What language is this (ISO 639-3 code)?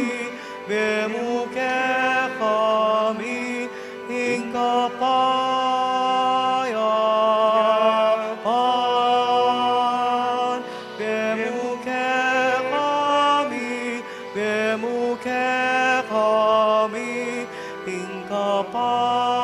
pam